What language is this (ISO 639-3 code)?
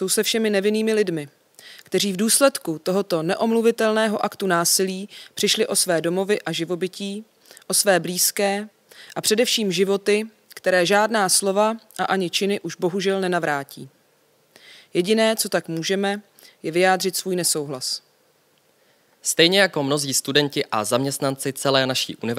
ces